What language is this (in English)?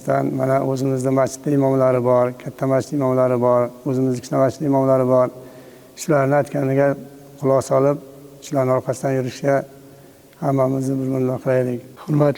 Uzbek